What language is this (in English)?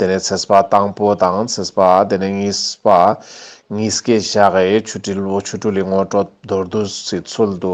Ladakhi